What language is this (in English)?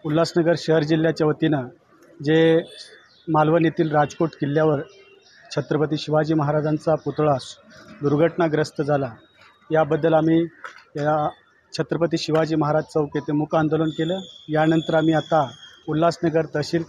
Marathi